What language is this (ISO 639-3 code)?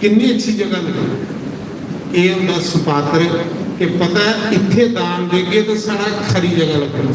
doi